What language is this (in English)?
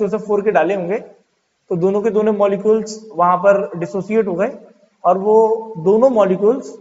Hindi